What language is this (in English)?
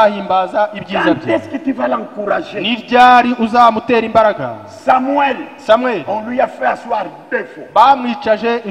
Kinyarwanda